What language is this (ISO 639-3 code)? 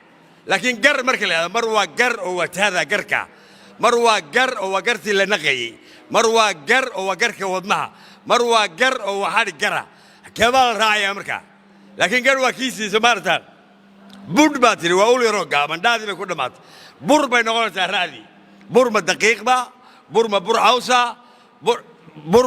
som